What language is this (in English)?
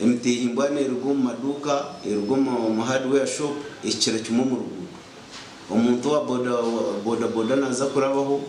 Nyankole